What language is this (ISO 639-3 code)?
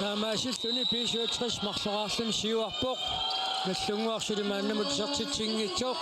kal